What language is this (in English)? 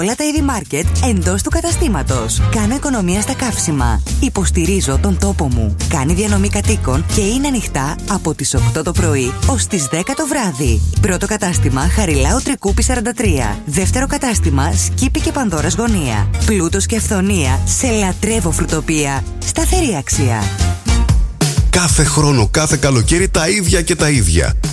Greek